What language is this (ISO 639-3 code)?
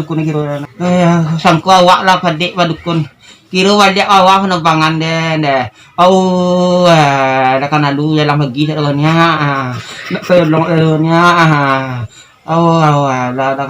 min